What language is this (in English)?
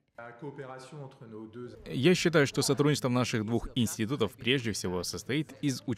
Russian